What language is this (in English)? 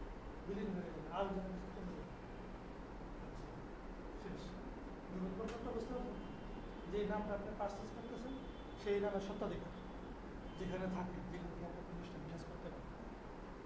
Bangla